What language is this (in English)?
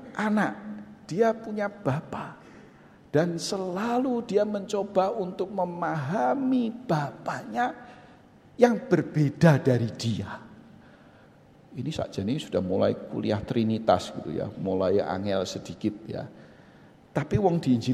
Indonesian